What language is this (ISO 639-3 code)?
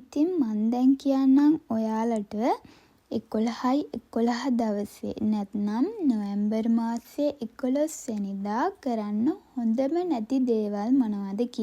sin